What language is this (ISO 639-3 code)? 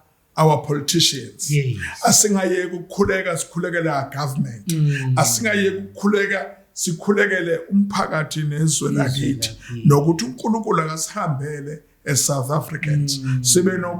zul